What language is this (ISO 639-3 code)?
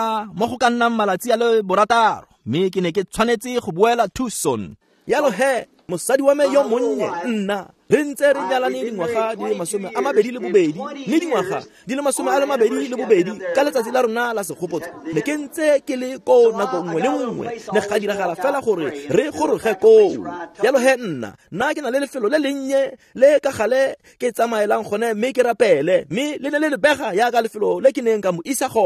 tsn